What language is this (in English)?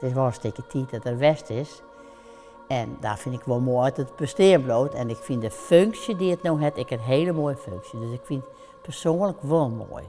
Western Frisian